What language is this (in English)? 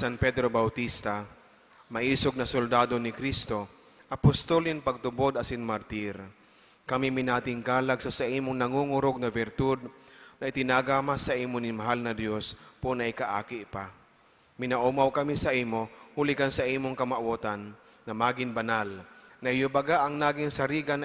Bikol